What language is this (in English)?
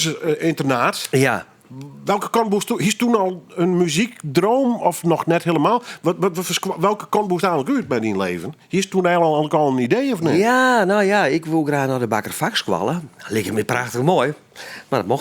Western Frisian